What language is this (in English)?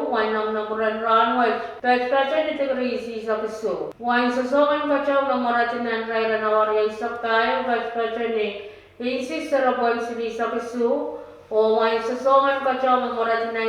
Pohnpeian